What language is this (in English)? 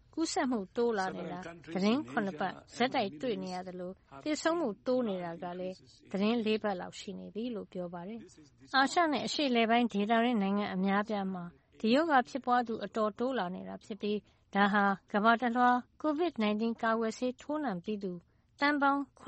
Burmese